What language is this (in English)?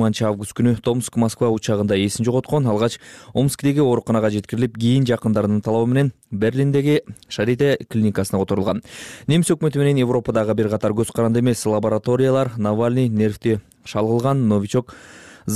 Kyrgyz